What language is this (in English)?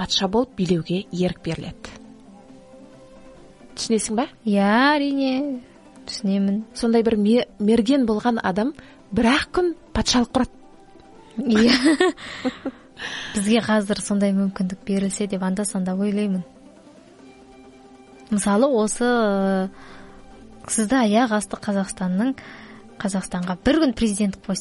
Kazakh